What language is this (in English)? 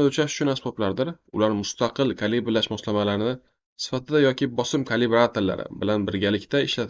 Uzbek